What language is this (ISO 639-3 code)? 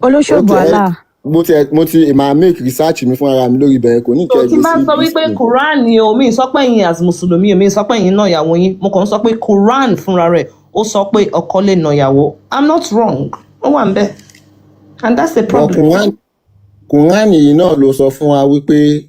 yor